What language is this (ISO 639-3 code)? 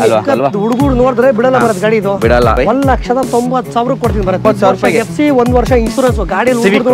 kan